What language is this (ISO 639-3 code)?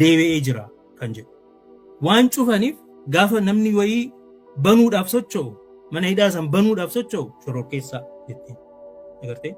orm